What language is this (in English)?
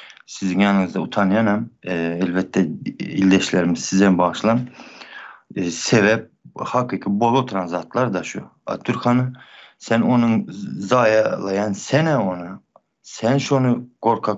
Turkmen